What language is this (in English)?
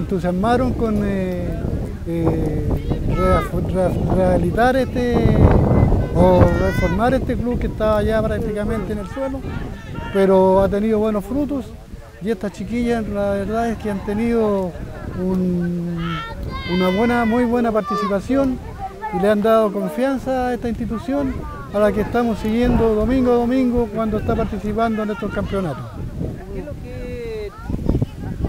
Spanish